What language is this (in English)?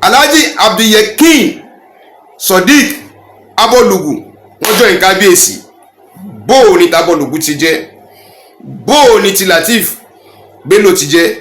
Yoruba